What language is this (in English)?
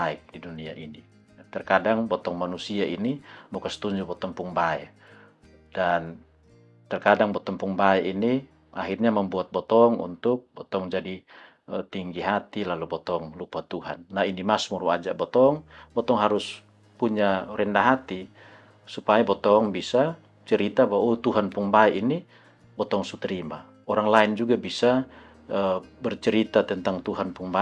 Kupang Malay